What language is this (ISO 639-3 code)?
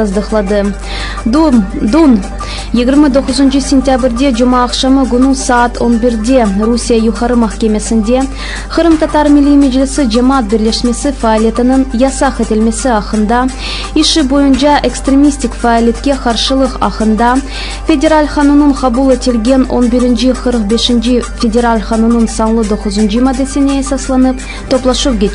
crh